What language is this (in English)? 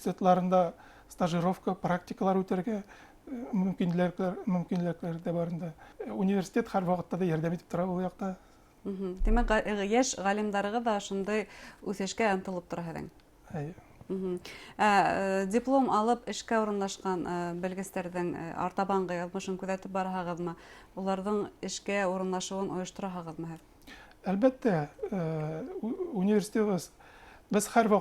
Bashkir